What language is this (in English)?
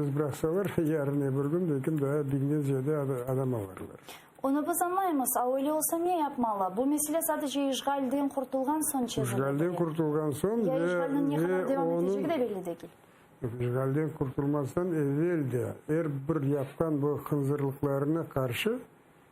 Crimean Tatar